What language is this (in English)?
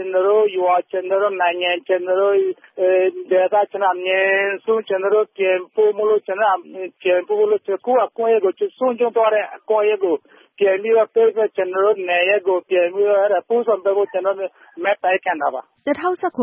Burmese